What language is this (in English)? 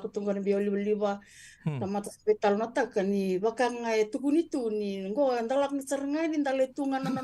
Fijian